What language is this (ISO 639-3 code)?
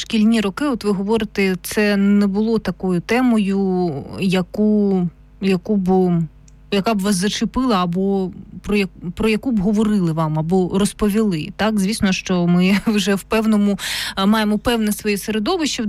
ukr